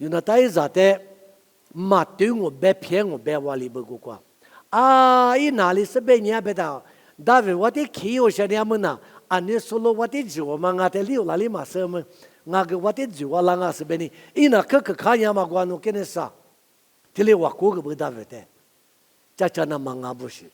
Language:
Lisu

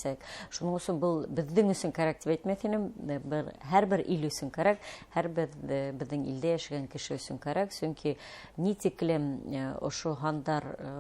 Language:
Bashkir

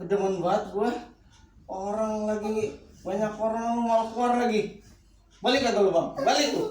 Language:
Betawi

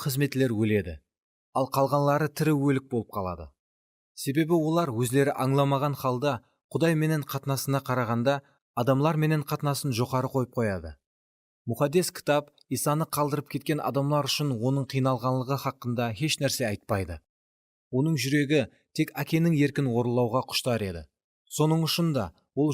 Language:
Kara-Kalpak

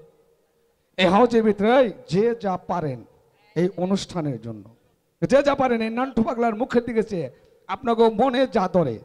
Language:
Bangla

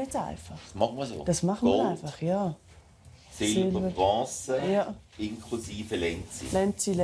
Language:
Romansh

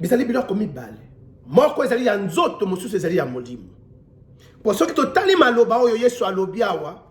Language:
Lingala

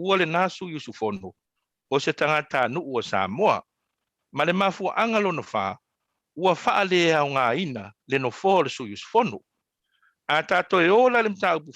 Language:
Samoan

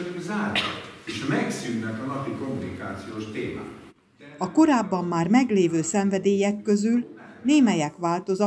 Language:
Hungarian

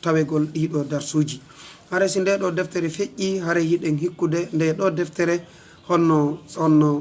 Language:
Fula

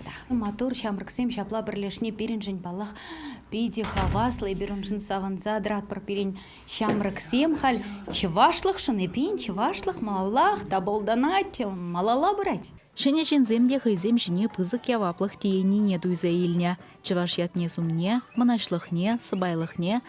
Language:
Chuvash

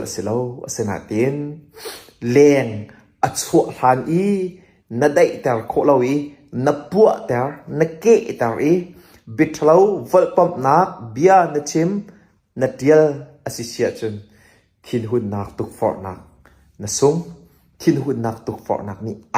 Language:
Hakha Chin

